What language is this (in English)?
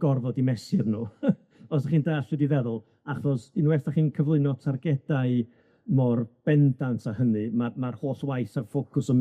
Welsh